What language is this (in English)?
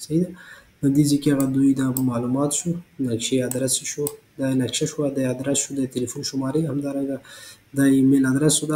Pashto